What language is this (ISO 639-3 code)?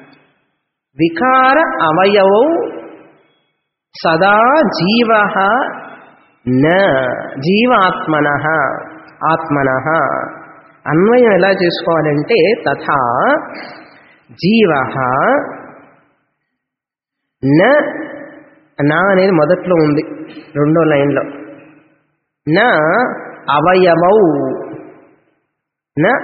tel